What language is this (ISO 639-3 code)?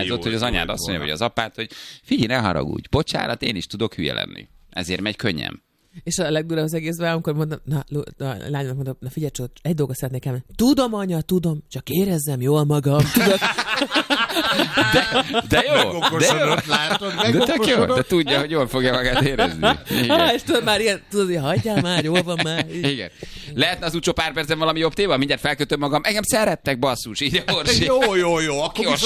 hun